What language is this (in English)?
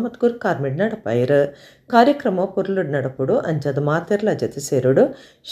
Tulu